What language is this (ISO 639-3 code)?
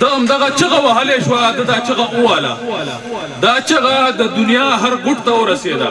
pus